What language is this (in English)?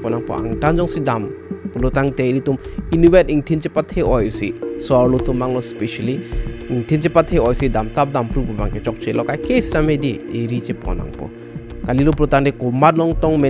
Karbi